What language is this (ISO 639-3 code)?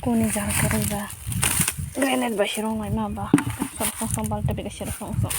trp